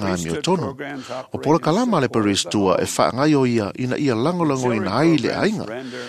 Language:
Samoan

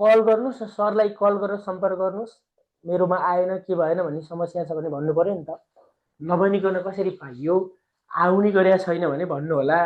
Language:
Nepali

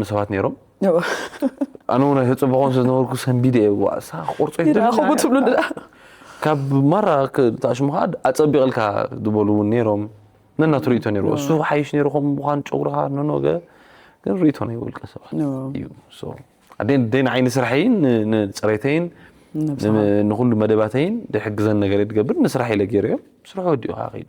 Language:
Tigrinya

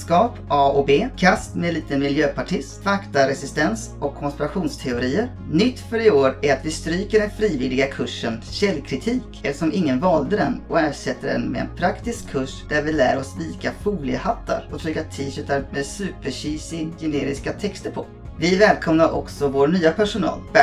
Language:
Swedish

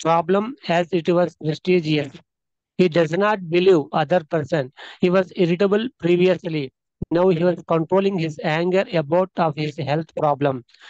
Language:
Telugu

